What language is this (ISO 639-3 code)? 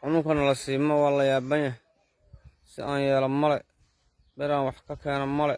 som